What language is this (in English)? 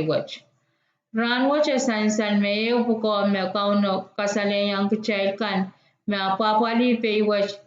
Pohnpeian